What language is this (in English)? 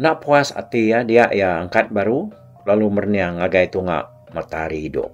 Iban